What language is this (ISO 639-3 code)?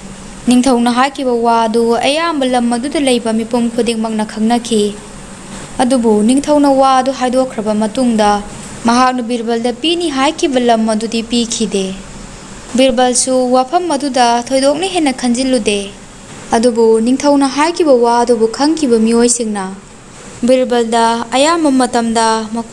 mni